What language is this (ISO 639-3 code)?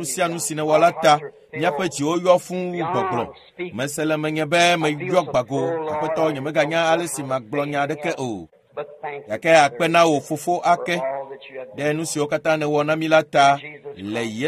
ewe